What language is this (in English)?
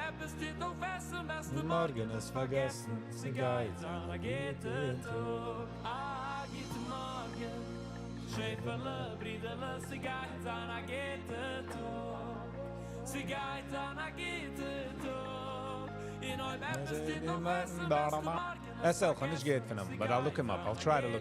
Yiddish